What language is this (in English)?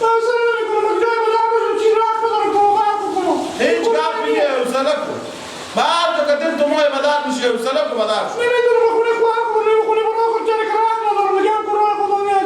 Persian